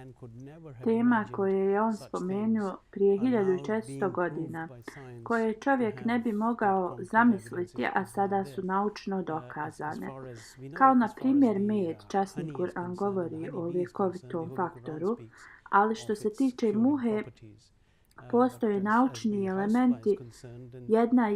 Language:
Bosnian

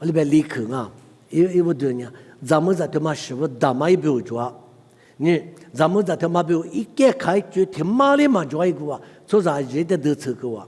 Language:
Lisu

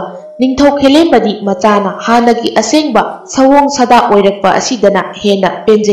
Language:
Manipuri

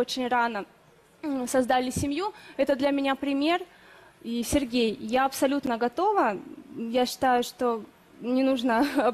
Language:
Russian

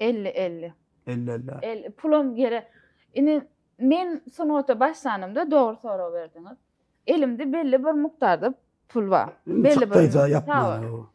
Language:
Turkmen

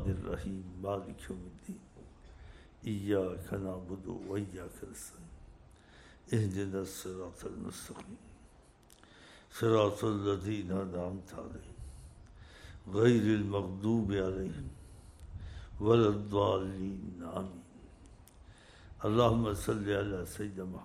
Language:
Urdu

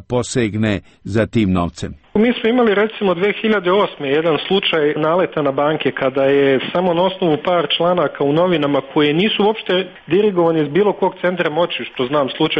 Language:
Serbian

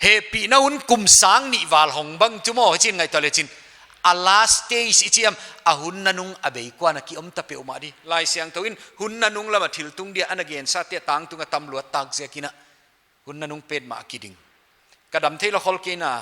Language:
Paite Chin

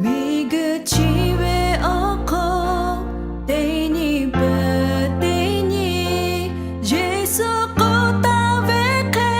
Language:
Lahu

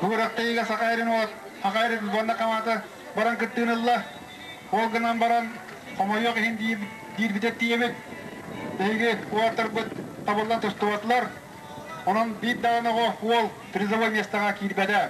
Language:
Yakut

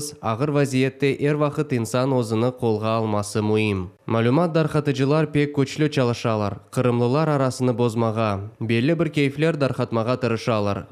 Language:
Crimean Tatar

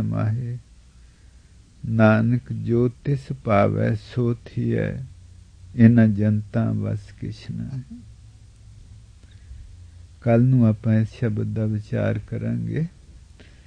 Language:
Punjabi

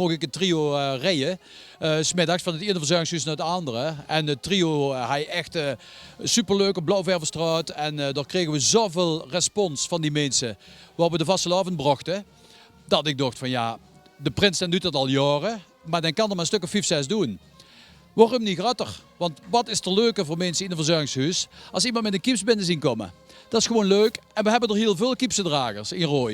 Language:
Limburgish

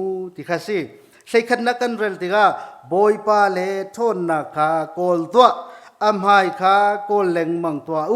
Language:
Hakha Chin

